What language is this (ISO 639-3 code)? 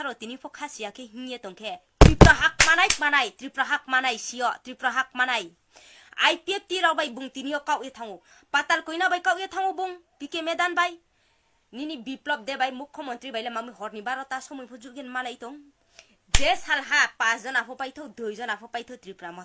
trp